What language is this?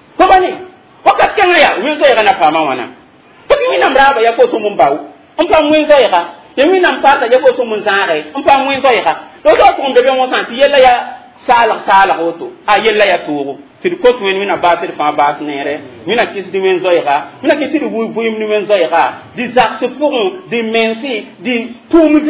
Mossi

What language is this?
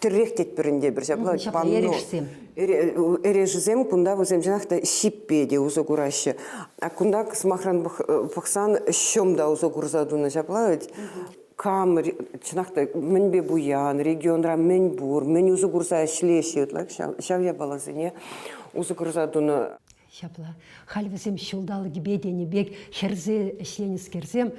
Chuvash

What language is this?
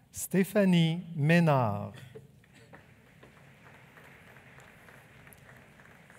French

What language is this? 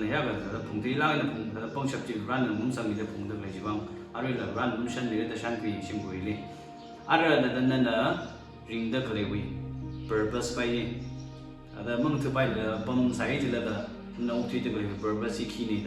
Tangkhul Naga (India)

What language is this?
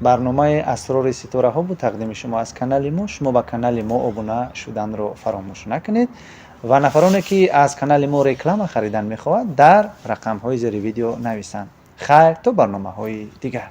Tajik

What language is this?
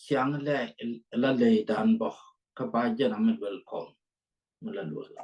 Nuer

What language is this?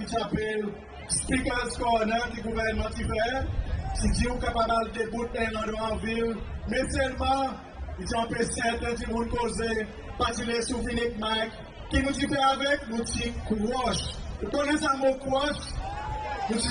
Seselwa Creole French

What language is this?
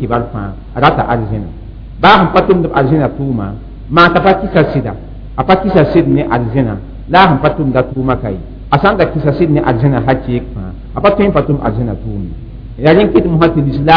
Mossi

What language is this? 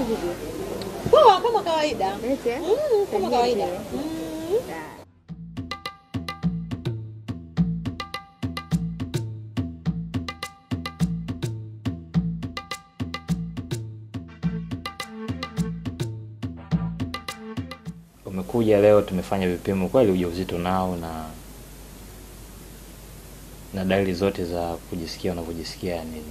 Swahili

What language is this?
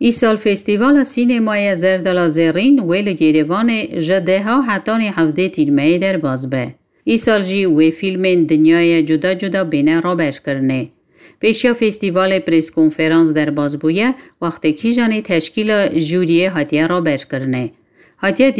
Kurdish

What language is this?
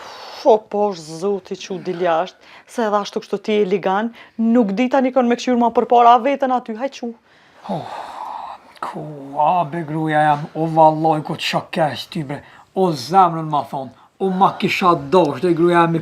Albanian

